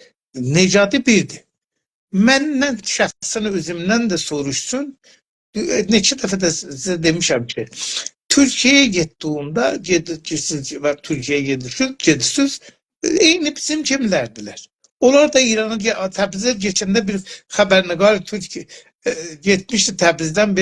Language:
South Azerbaijani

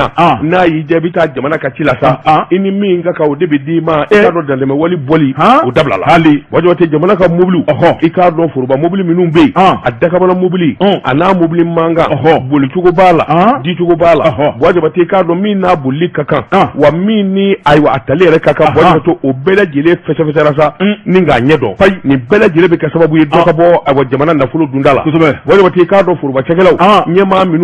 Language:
Bambara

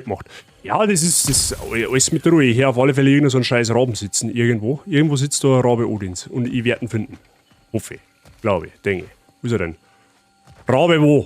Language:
Bavarian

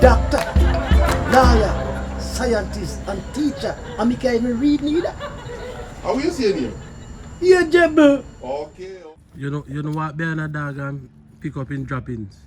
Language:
Jamaican Creole English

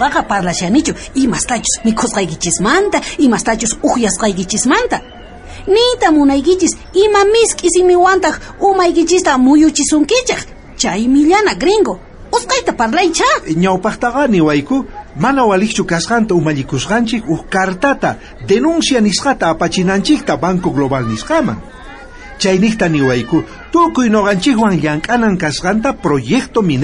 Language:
South Bolivian Quechua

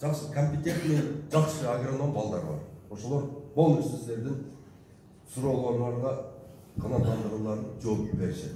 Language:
Kyrgyz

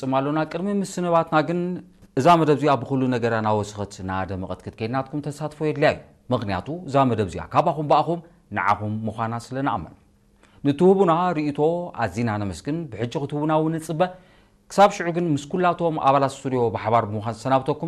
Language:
Tigrinya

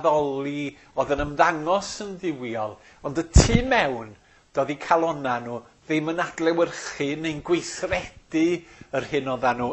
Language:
Welsh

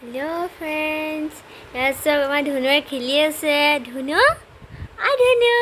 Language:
Assamese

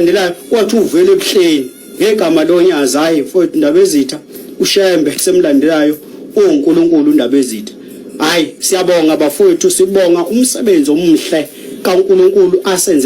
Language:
Zulu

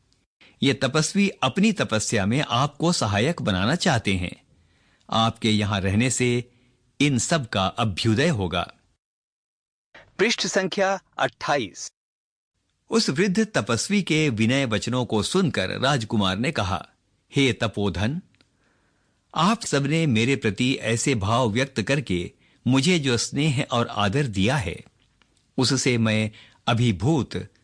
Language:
Hindi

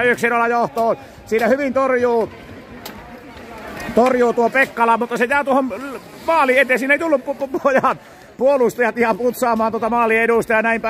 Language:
Finnish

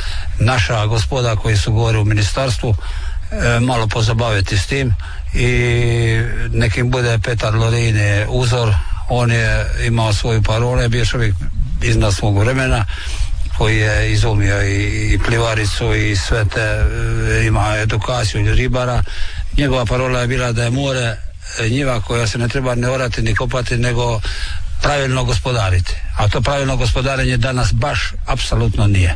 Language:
Croatian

